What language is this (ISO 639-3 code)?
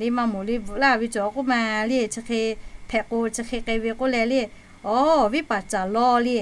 lhu